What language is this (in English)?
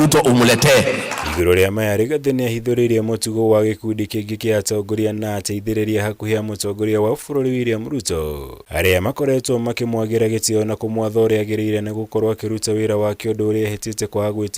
Kikuyu